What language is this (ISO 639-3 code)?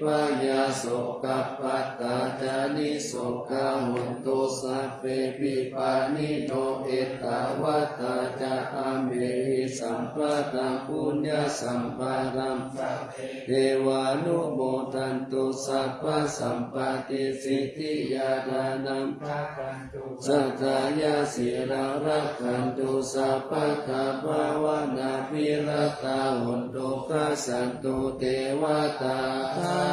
pli